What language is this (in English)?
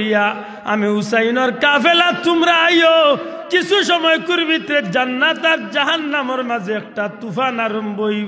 Sylheti